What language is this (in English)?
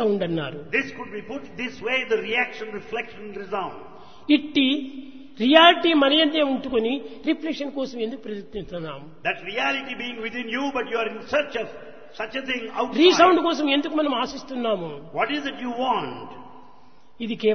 Telugu